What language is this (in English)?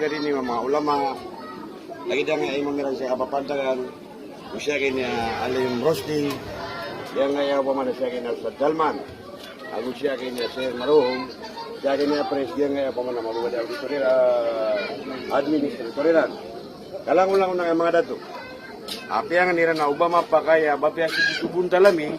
Maranao